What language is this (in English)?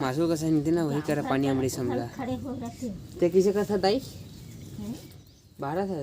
Chhattisgarhi